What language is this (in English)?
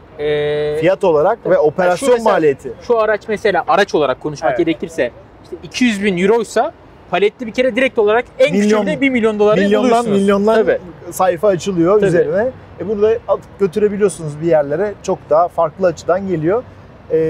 Turkish